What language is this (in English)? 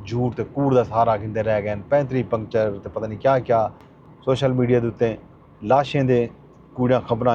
Saraiki